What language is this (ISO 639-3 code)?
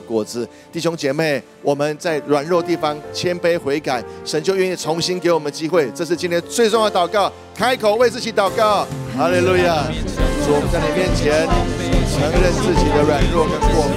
zho